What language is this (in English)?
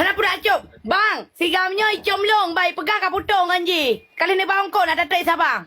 Achinese